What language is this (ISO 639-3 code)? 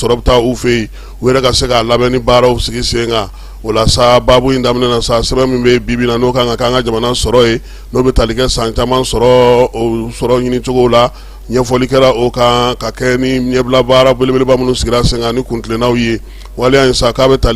bam